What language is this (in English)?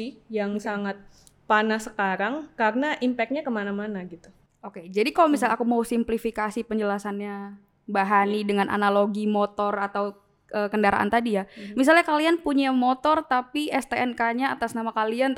Indonesian